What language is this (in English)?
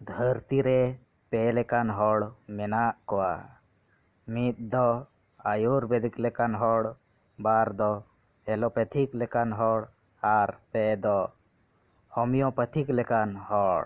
Santali